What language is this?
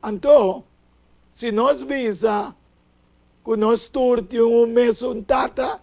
Papiamento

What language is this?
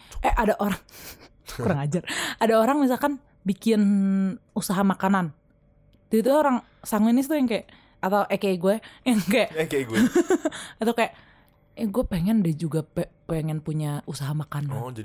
Indonesian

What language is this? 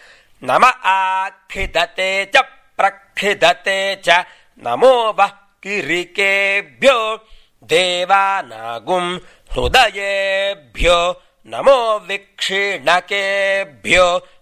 Sanskrit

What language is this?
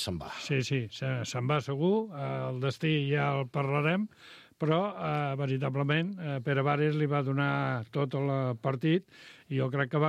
Catalan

